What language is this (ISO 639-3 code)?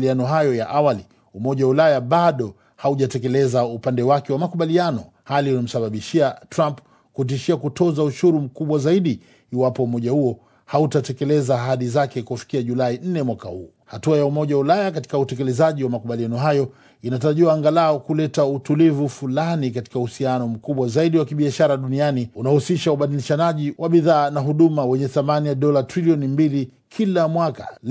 swa